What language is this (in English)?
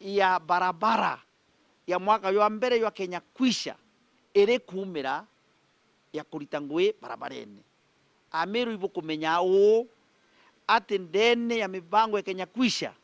Meru